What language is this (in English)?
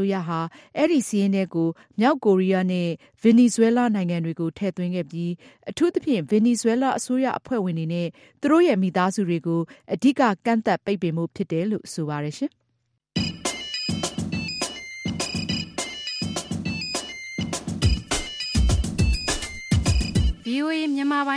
Burmese